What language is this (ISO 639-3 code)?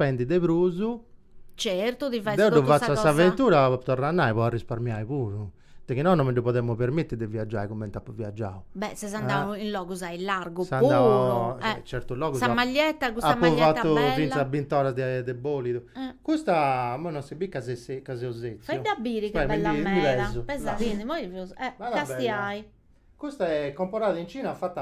srd